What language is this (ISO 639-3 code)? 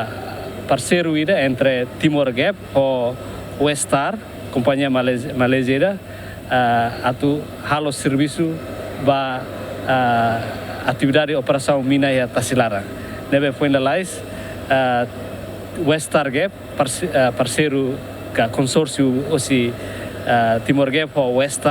tet